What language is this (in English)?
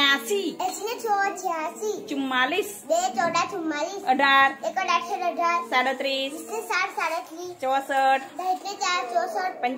Gujarati